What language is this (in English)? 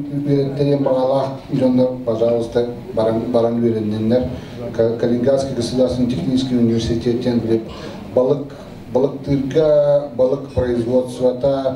Yakut